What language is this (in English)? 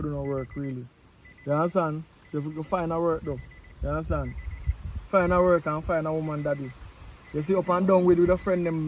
Jamaican Creole English